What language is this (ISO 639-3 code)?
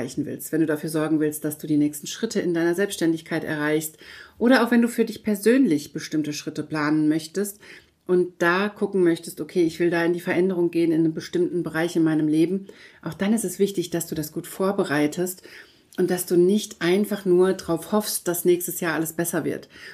deu